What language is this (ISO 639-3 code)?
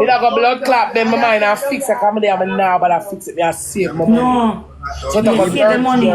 jam